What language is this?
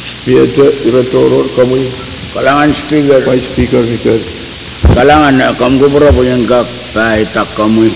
Pohnpeian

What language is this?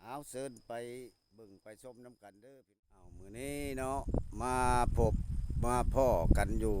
Lao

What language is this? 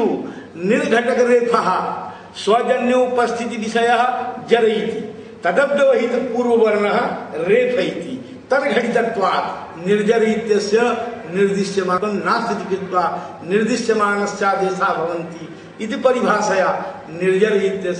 Sanskrit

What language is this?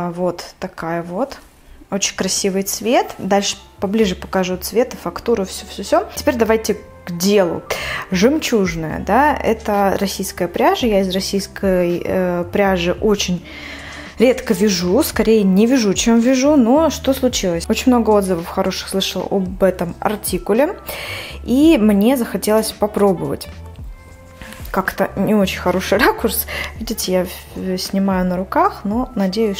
Russian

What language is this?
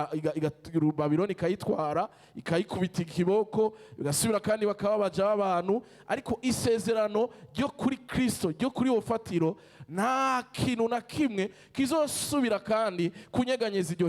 Rundi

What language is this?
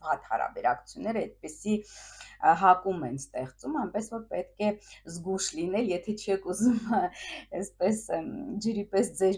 Armenian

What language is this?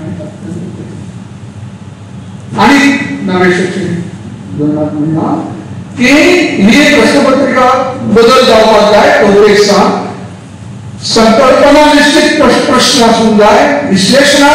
Konkani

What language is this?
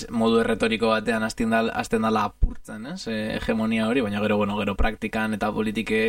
Basque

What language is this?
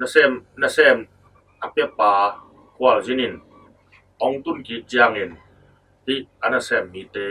Tedim Chin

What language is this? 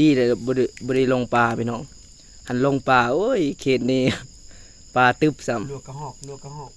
Lao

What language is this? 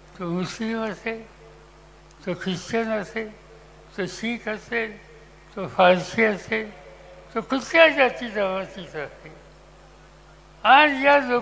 Marathi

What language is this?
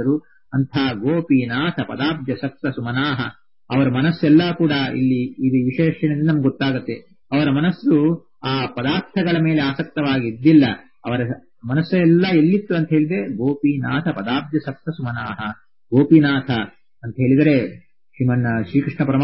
Kannada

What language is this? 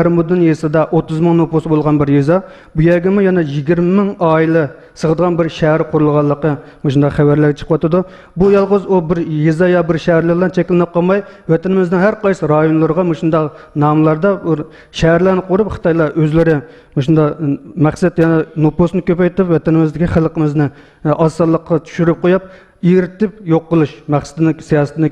Uyghur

